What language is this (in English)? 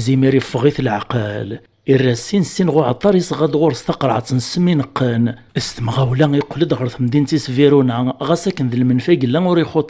Kabyle